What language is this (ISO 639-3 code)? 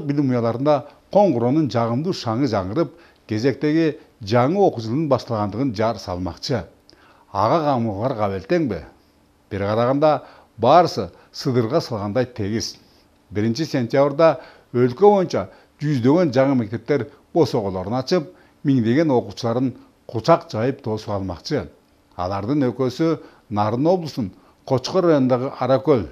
kir